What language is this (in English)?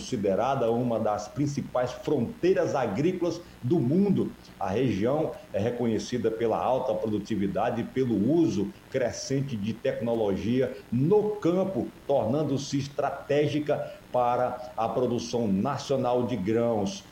Portuguese